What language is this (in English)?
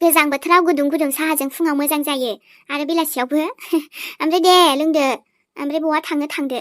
Bodo